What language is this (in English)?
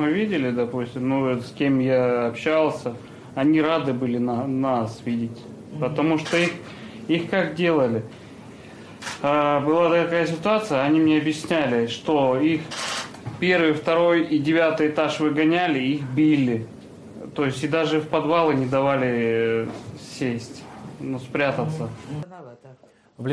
Russian